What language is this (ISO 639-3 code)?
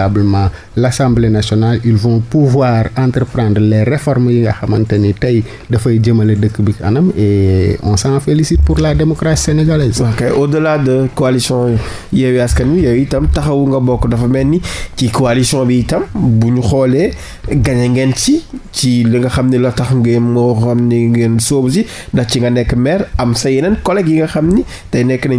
wol